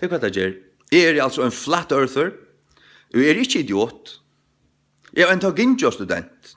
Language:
Faroese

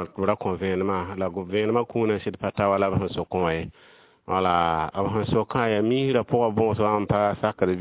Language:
Mossi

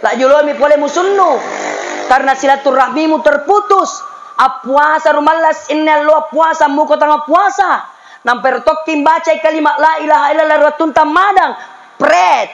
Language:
Makasar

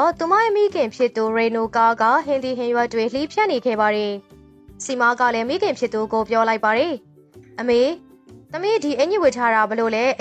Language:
Burmese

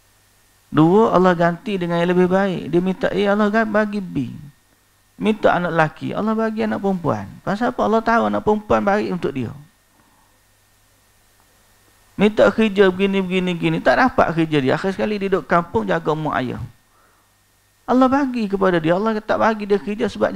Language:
Malay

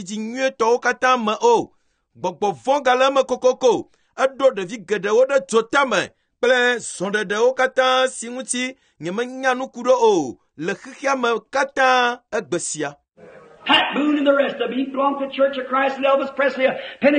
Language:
Ewe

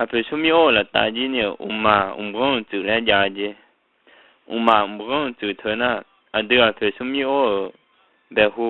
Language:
Akha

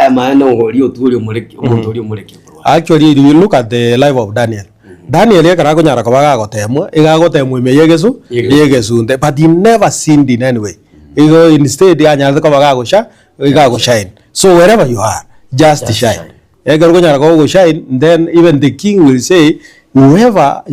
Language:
Gusii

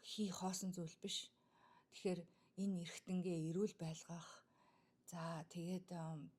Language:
Mongolian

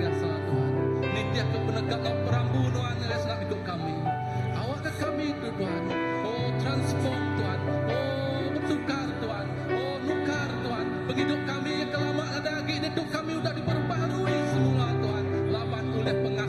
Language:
Iban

